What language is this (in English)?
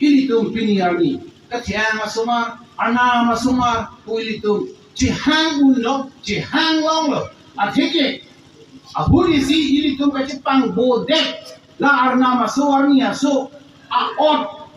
Karbi